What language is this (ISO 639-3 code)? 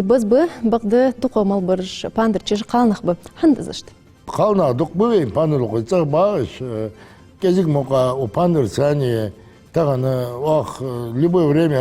inh